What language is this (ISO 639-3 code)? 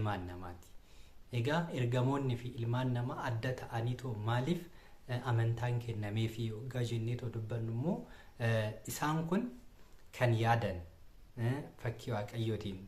orm